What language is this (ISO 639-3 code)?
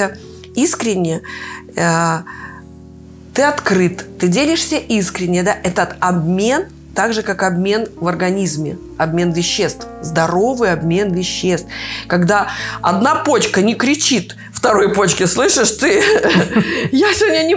rus